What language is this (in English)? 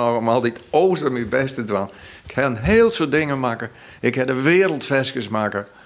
Western Frisian